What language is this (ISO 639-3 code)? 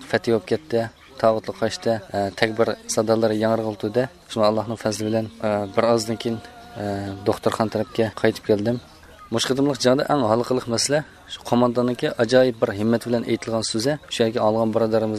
uig